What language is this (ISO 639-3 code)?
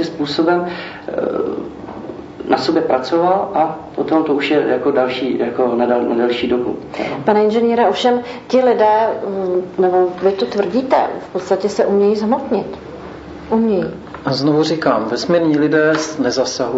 ces